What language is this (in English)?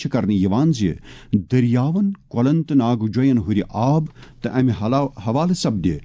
Kashmiri